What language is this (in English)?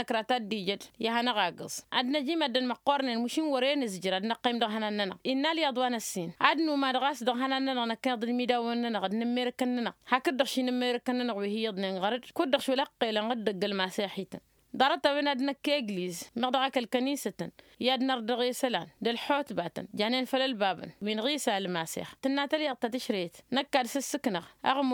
Tamasheq